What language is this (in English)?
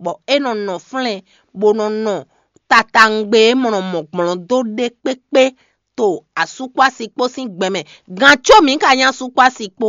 Fon